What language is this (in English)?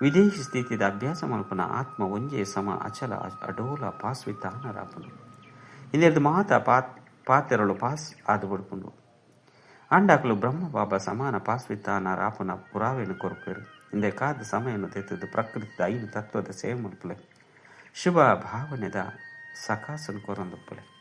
Tulu